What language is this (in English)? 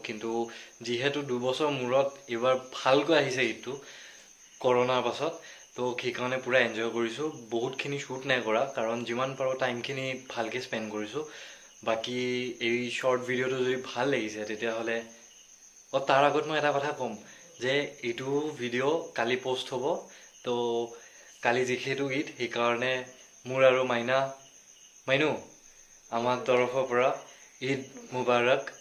Assamese